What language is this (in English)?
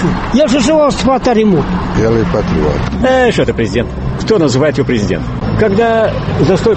Romanian